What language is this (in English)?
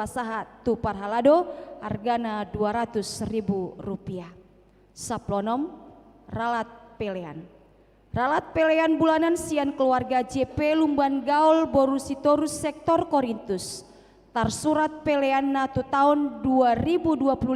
Batak Toba